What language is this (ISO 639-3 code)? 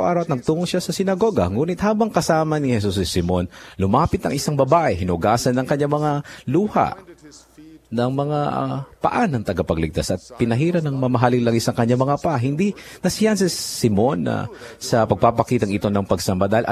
fil